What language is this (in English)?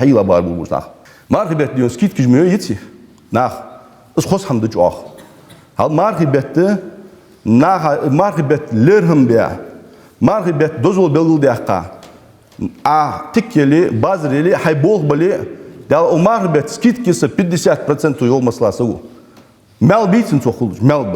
Ingush